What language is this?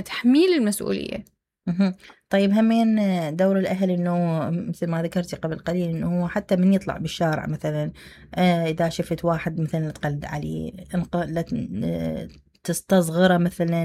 Mesopotamian Arabic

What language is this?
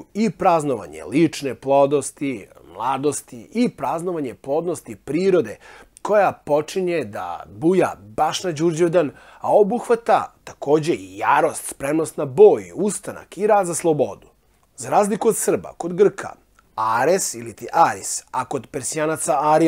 Serbian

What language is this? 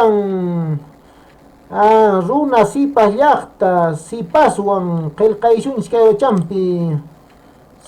Quechua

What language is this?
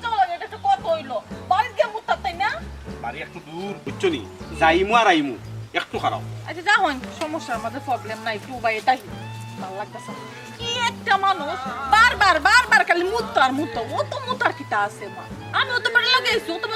Sylheti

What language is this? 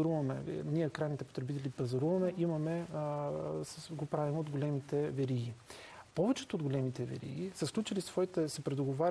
Bulgarian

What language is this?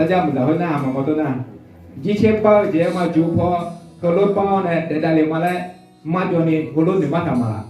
Akha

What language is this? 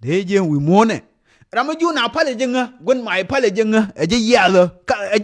Nuer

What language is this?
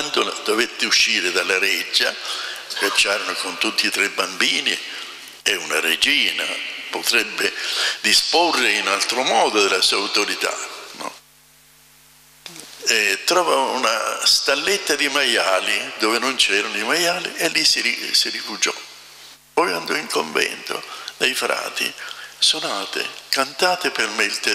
Italian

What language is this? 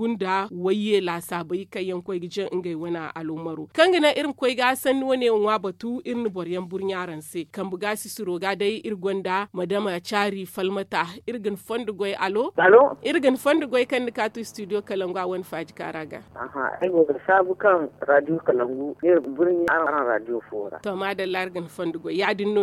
Zarma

